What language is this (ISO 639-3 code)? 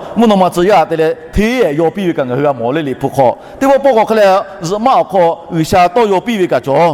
lhu